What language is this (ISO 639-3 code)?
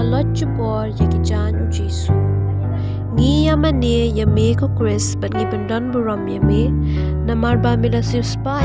kha